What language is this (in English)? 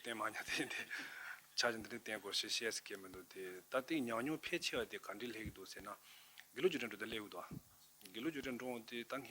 Tibetan